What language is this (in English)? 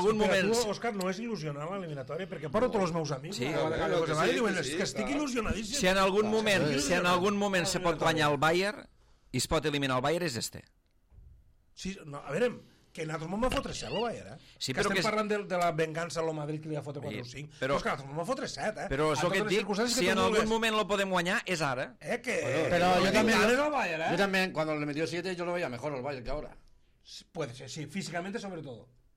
Catalan